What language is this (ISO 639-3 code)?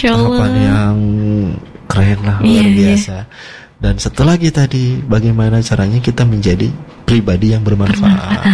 ind